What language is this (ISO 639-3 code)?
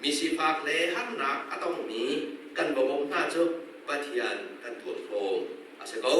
cnh